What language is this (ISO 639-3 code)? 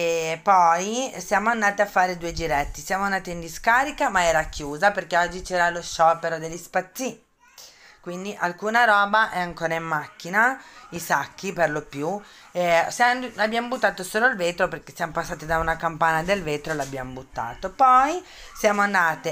ita